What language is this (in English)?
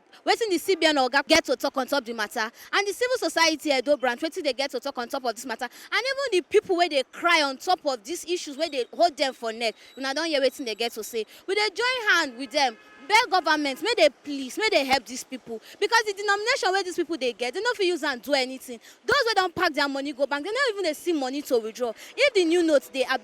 Nigerian Pidgin